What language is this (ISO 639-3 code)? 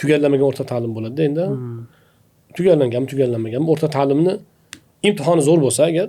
uzb